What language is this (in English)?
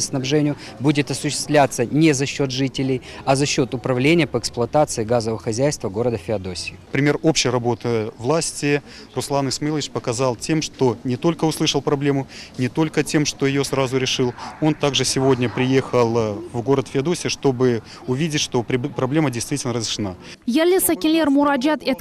Crimean Tatar